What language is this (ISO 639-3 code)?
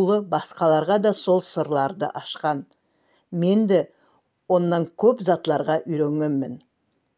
nog